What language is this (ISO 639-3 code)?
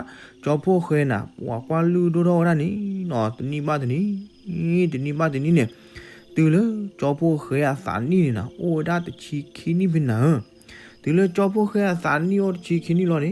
ksw